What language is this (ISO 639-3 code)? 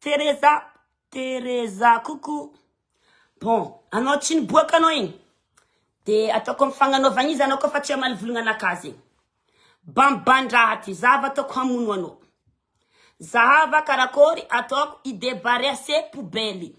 mlg